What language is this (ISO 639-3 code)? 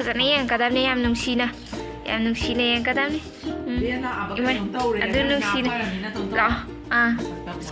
mni